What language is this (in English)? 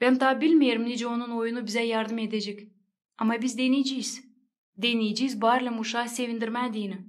Gagauz